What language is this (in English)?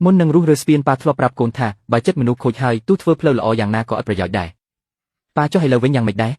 Khmer